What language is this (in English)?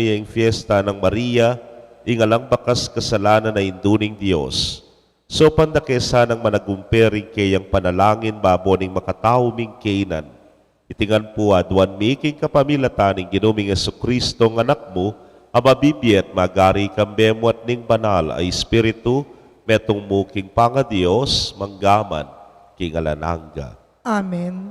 Pampanga